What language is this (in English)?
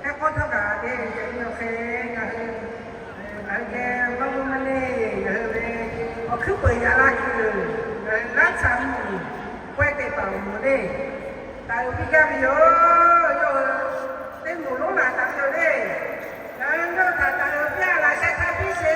Lahu